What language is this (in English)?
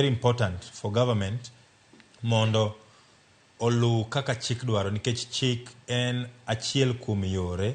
Luo (Kenya and Tanzania)